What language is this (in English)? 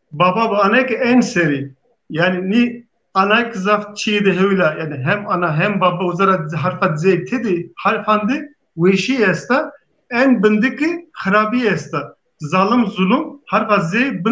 Zaza